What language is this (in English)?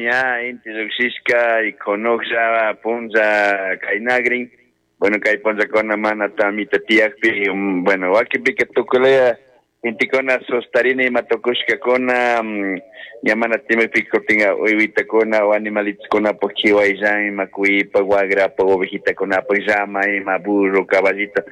Chimborazo Highland Quichua